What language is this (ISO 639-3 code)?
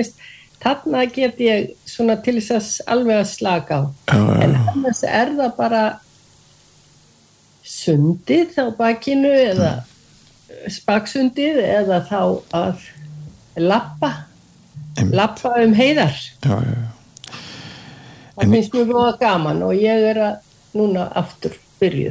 isl